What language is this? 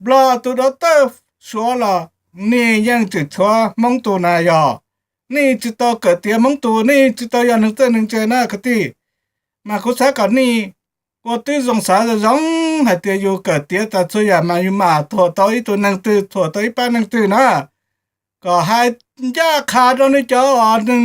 Hmong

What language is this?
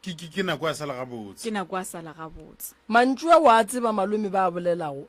Northern Sotho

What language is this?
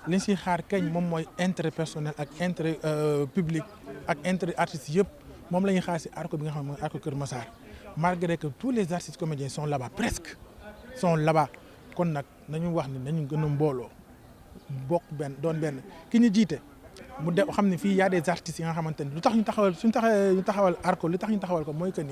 Wolof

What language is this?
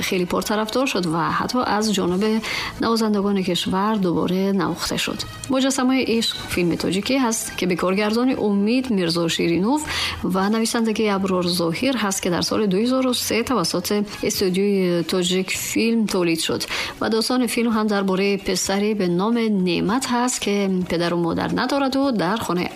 Tajik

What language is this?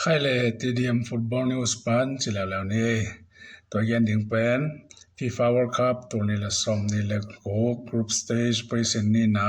Tedim Chin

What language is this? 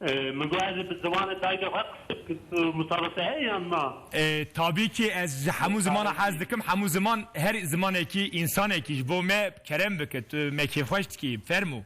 Kurdish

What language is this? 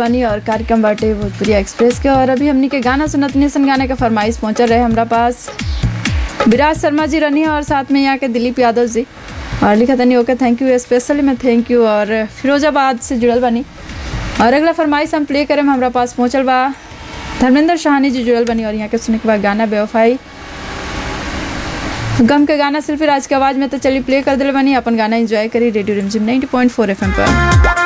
Bhojpuri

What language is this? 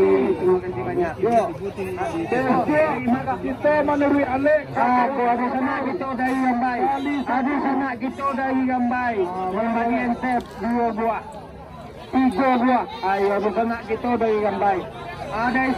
Minangkabau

